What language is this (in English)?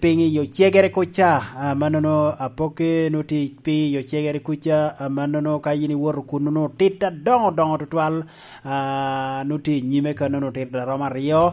Lango (Uganda)